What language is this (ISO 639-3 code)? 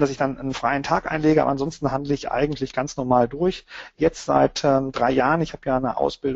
deu